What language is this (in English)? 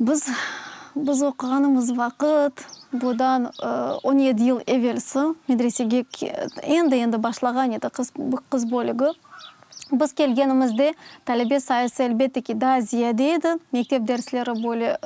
Crimean Tatar